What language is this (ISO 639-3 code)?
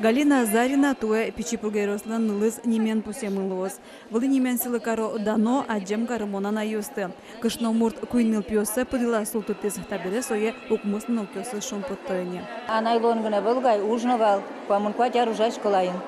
udm